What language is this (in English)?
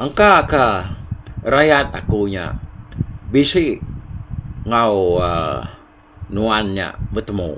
Iban